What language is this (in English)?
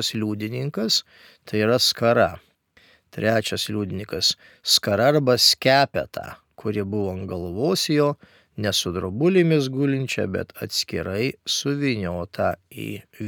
Lithuanian